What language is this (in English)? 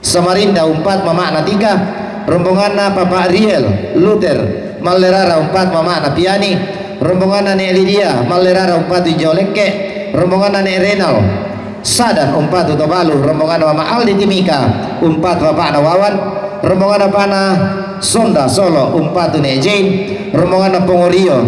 Toraja-Sa'dan